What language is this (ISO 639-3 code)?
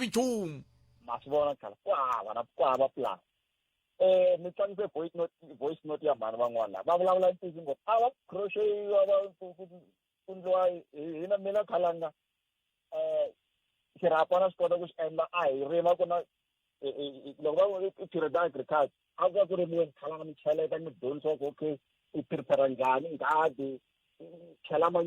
tso